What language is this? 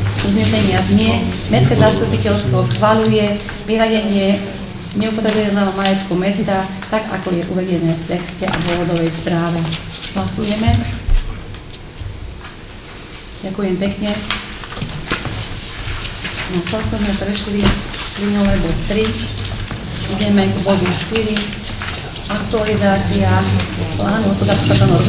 Slovak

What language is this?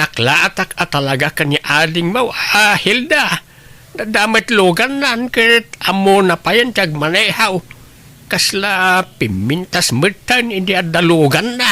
Iloko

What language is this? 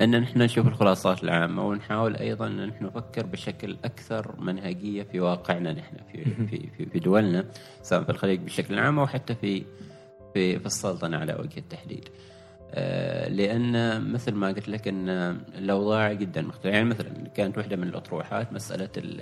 Gulf Arabic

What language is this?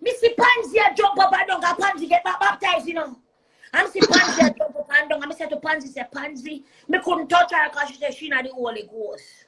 Jamaican Creole English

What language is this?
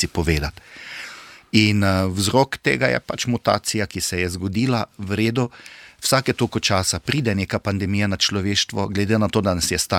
Slovenian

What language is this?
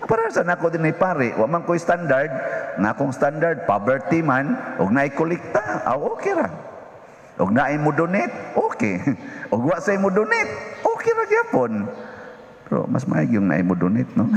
Cebuano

